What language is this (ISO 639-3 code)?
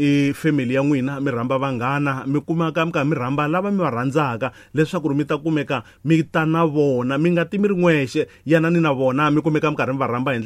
tso